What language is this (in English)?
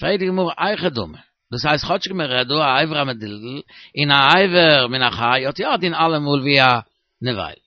Yiddish